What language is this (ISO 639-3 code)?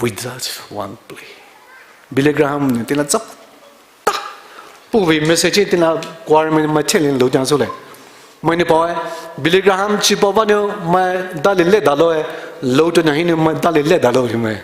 pmx